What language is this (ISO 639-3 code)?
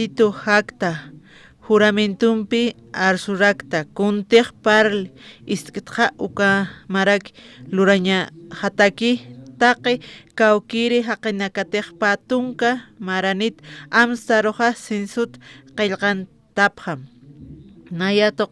aym